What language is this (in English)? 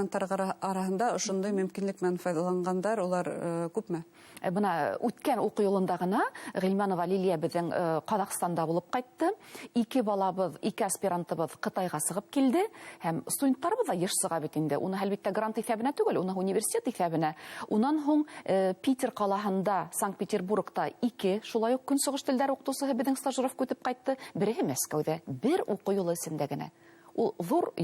Bashkir